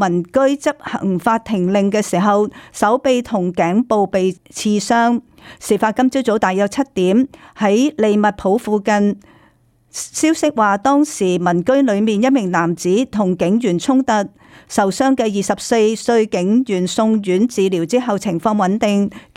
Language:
Cantonese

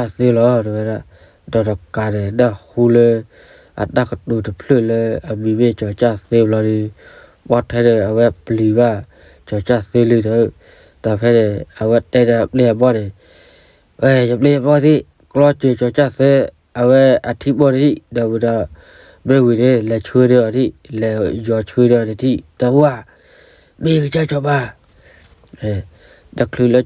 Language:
S'gaw Karen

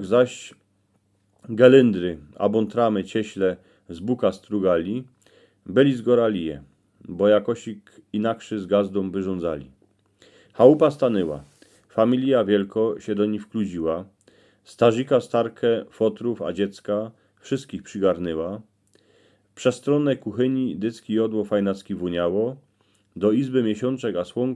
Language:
Silesian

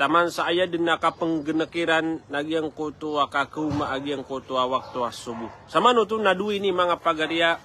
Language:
Maranao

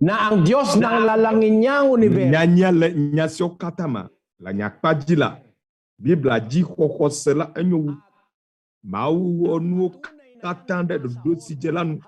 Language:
Ewe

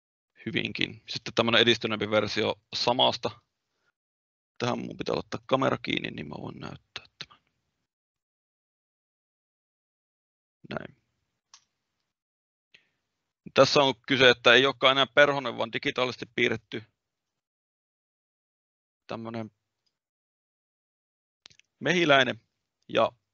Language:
Finnish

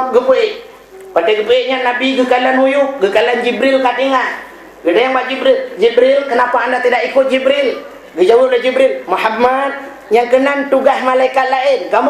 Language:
Achinese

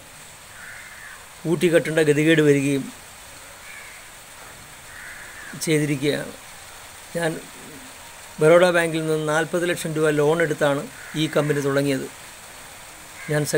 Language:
Malayalam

